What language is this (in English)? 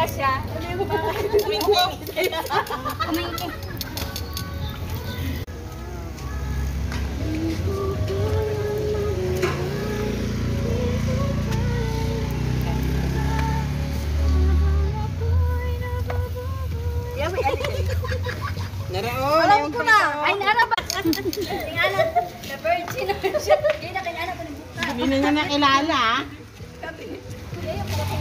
Filipino